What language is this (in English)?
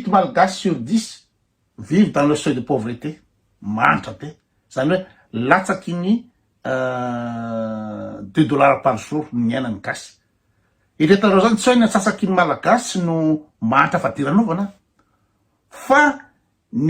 Malagasy